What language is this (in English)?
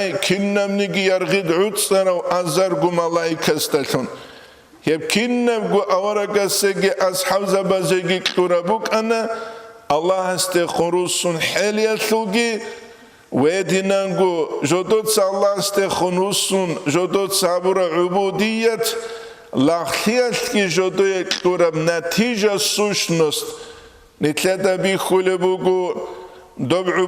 Avaric